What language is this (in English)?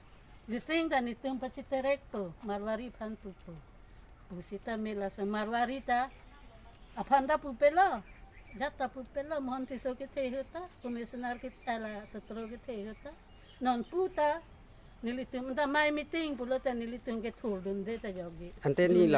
Karbi